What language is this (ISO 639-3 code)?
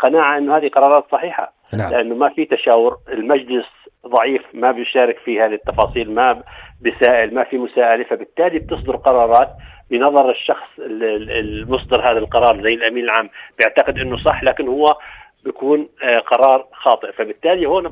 apc